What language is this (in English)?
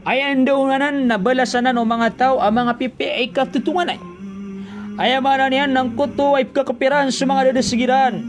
Maranao